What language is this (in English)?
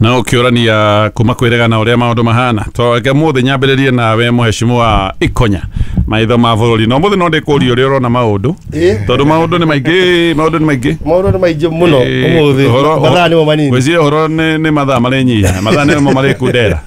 Kikuyu